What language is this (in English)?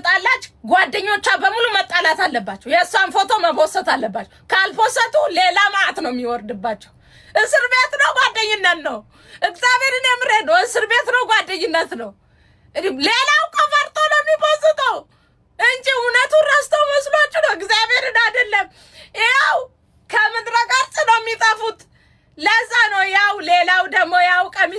Amharic